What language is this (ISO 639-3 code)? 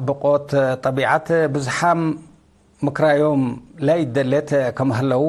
tig